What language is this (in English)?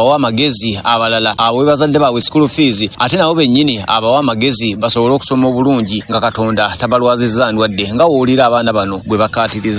Ganda